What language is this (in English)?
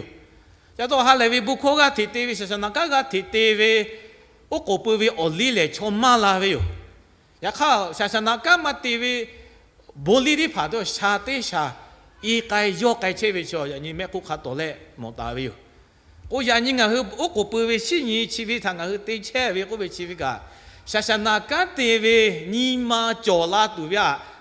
Lahu